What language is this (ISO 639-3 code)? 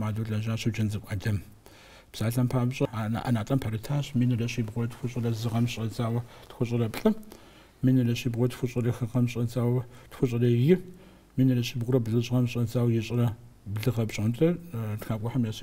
kbd